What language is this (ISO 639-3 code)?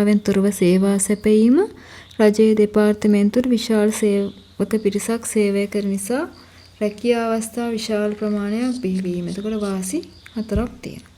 sin